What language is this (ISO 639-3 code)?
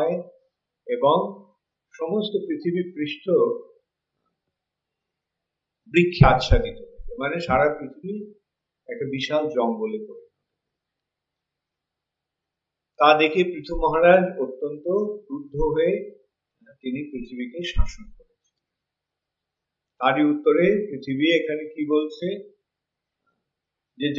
ben